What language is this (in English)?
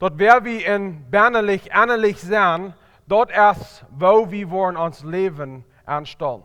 Plautdietsch